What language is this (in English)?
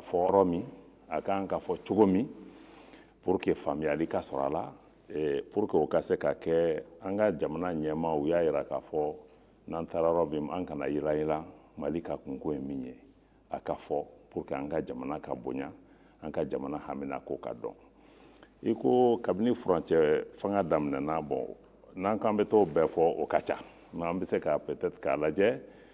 Bambara